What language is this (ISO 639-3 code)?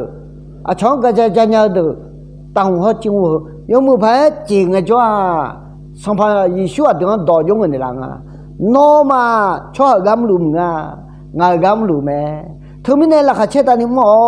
ahk